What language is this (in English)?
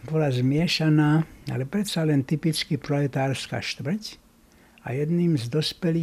Slovak